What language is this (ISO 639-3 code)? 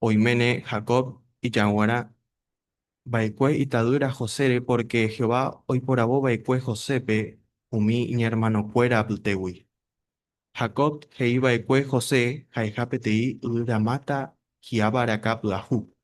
grn